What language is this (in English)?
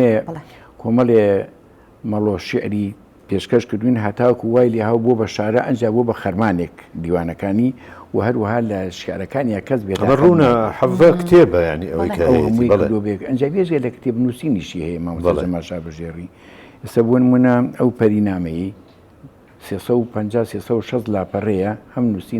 Central Kurdish